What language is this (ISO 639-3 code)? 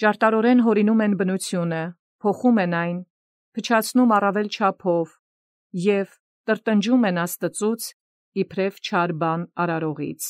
hye